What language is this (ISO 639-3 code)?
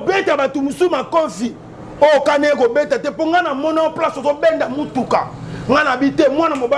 lin